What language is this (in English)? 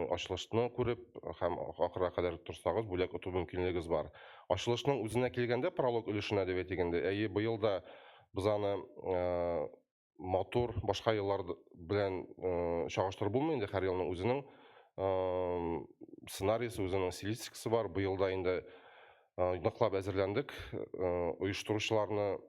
Tatar